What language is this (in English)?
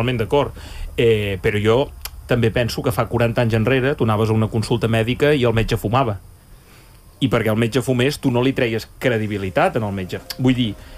Catalan